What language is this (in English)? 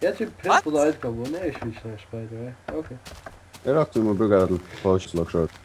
Faroese